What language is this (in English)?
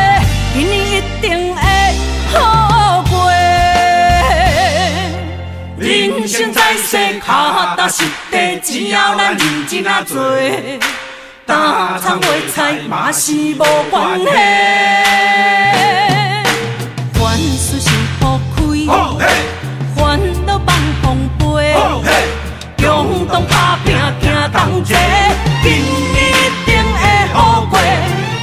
Min Nan Chinese